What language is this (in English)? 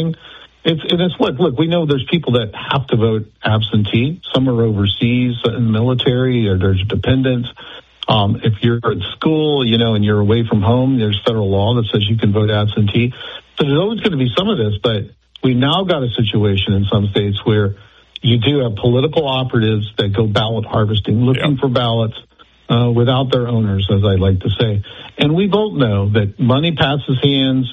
English